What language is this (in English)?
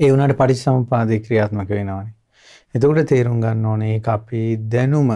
Sinhala